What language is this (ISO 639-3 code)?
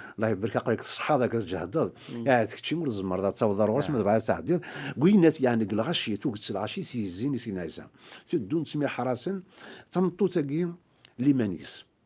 kab